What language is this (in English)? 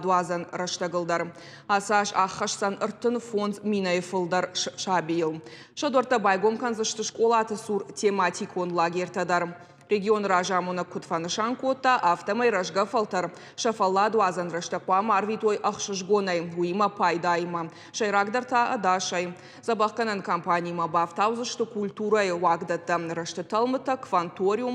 Ossetic